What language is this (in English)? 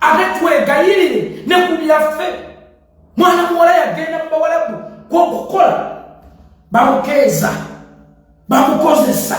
Ganda